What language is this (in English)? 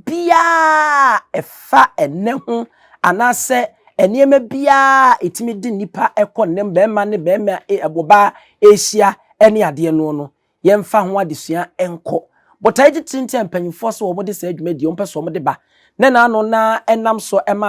Akan